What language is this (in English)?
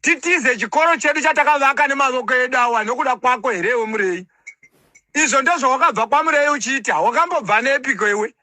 Shona